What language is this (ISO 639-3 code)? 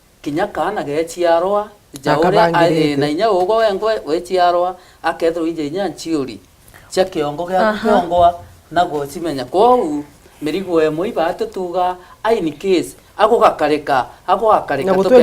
mer